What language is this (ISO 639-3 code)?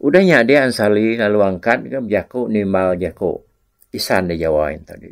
iba